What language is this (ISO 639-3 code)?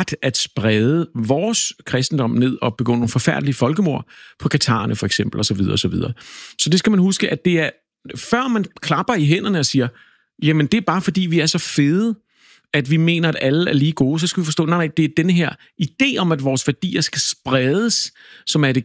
dan